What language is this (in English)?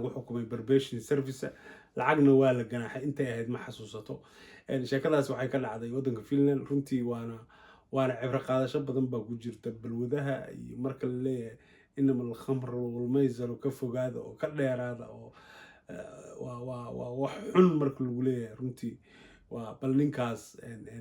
Somali